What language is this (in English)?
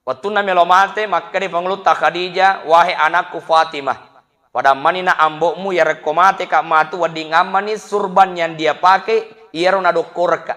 Buginese